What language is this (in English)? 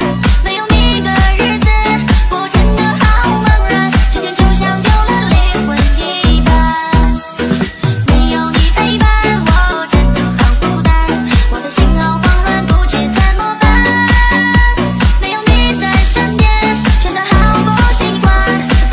Chinese